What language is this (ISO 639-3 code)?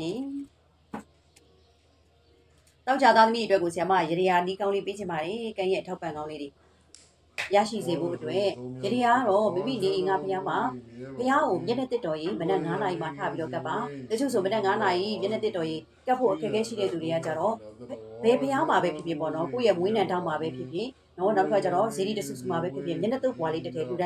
mya